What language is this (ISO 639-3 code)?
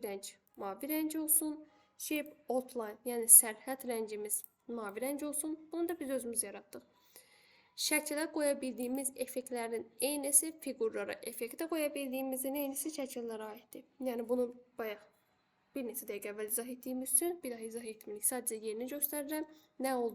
aze